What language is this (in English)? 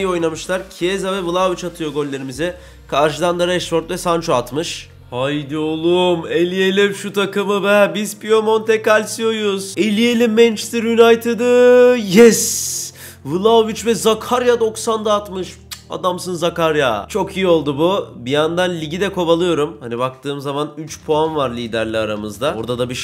Turkish